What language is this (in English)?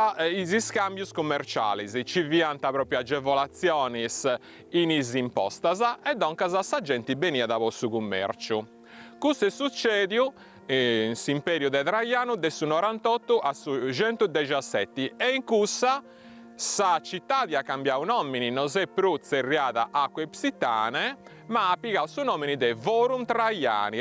Sardinian